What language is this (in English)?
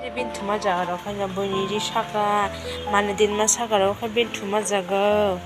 Kok Borok